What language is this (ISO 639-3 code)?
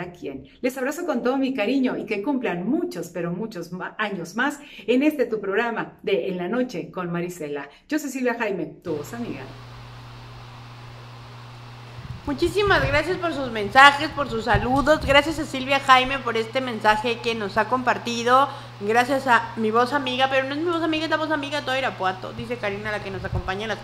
spa